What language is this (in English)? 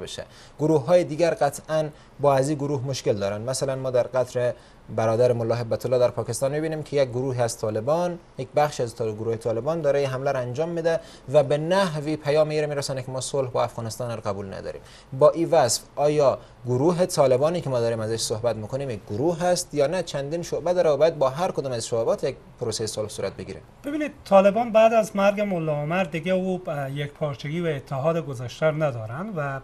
Persian